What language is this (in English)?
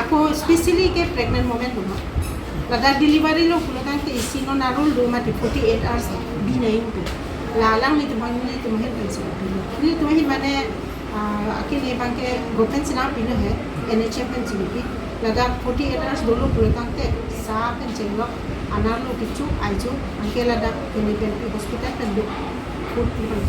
Karbi